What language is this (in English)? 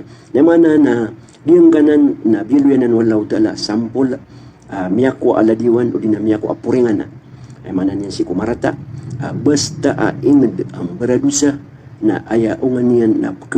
Maranao